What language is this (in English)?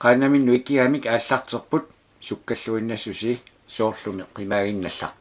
Kalaallisut